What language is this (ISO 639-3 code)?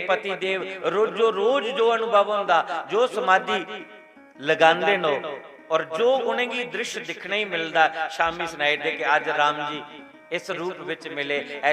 doi